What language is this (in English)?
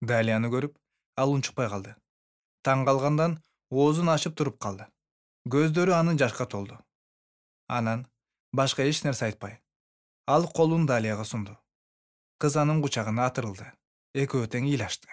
Kyrgyz